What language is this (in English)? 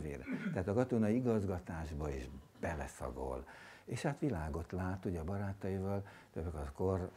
Hungarian